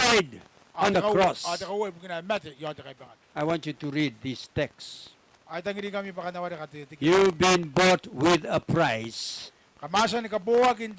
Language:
Gilbertese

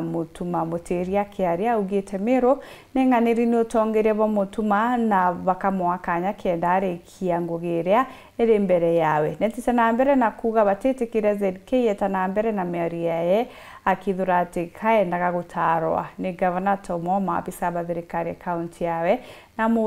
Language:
Meru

